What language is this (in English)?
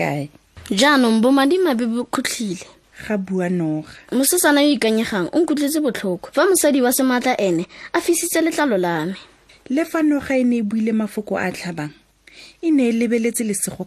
Tswana